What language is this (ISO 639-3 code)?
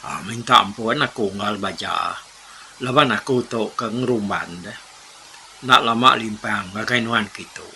iba